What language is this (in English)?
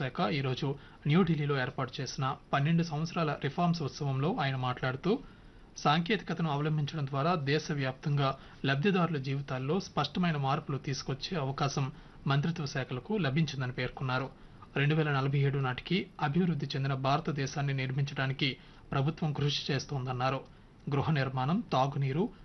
Telugu